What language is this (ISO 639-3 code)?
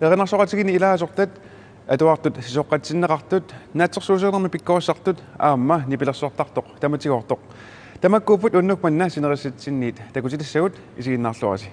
kal